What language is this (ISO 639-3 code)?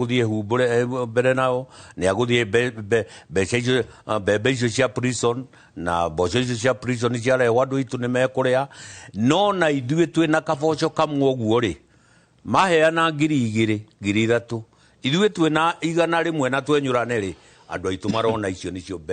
kik